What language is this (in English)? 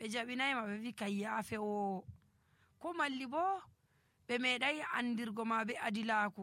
Nigerian Fulfulde